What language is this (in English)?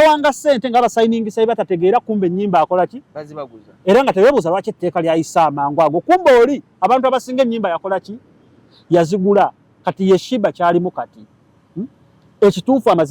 Ganda